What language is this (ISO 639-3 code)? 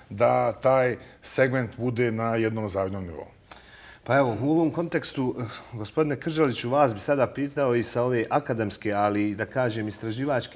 bos